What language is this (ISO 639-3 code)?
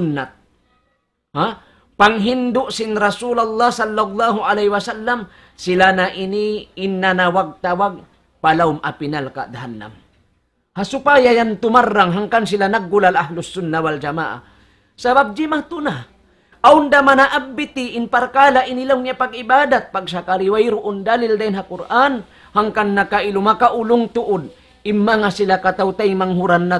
tsg